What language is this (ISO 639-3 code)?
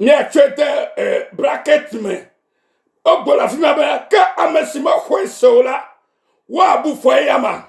ewe